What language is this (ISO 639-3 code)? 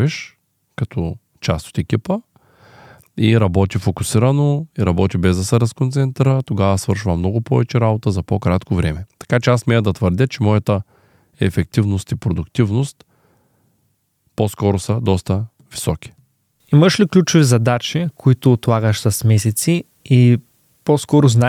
bul